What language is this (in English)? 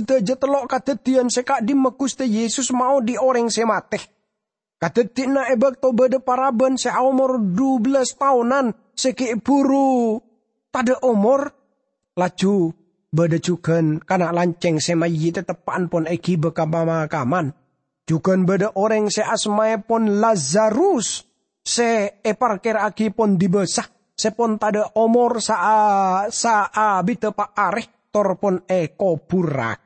Madurese